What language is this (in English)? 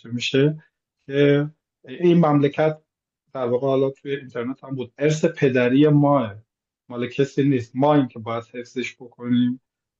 Persian